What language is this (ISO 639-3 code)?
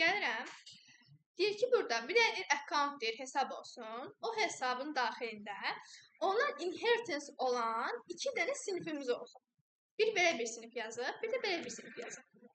aze